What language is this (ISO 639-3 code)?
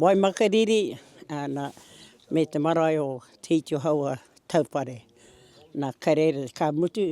mri